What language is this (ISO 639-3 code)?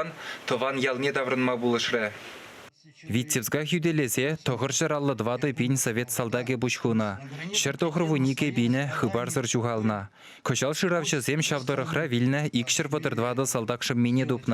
chv